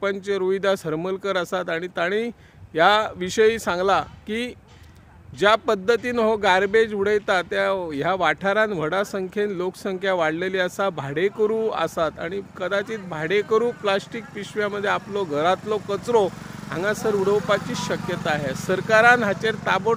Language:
Konkani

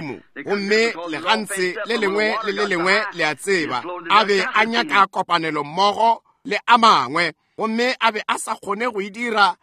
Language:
Northern Sotho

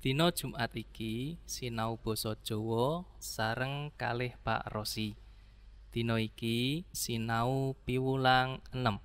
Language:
Javanese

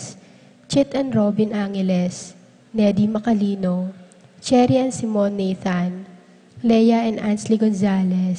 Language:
Pampanga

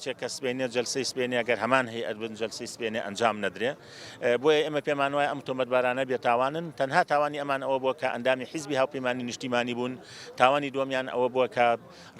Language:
Central Kurdish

